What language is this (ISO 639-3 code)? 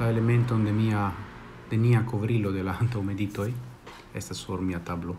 epo